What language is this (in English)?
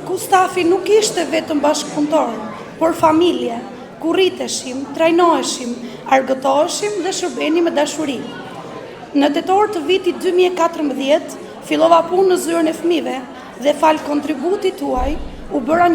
Albanian